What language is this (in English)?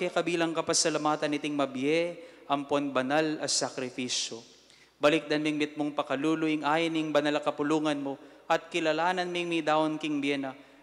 Pampanga